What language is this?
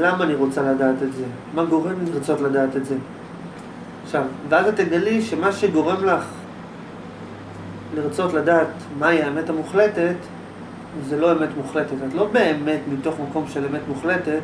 Hebrew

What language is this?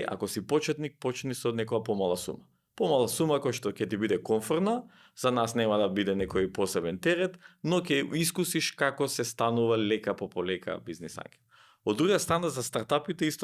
Macedonian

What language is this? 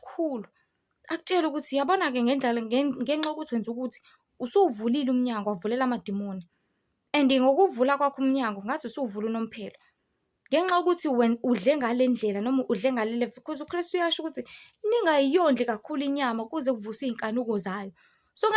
Zulu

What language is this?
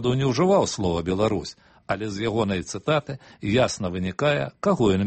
Belarusian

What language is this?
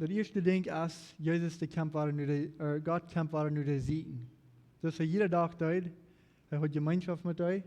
Plautdietsch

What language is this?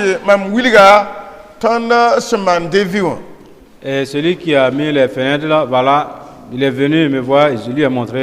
Mossi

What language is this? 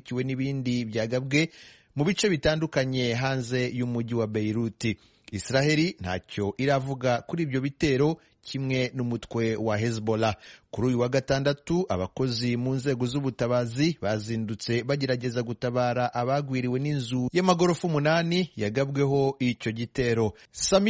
Kinyarwanda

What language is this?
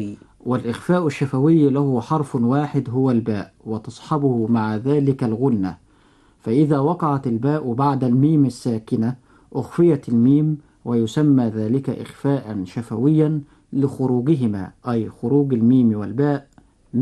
Arabic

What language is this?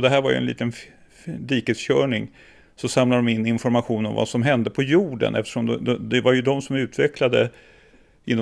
Swedish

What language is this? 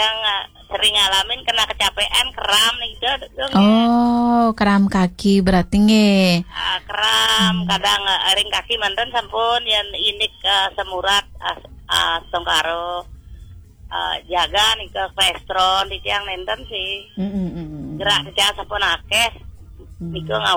Balinese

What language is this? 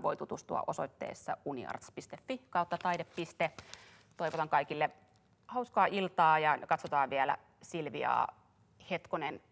Finnish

